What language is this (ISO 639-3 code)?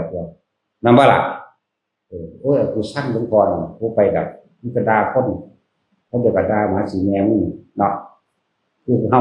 tts